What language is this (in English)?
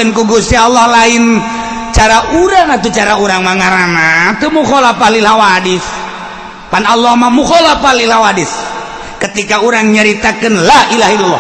Sundanese